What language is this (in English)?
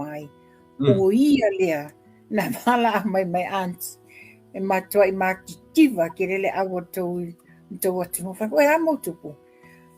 Samoan